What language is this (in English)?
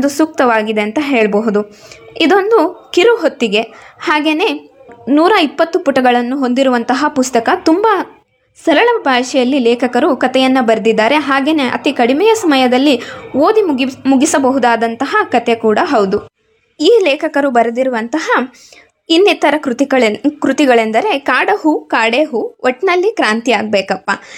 Kannada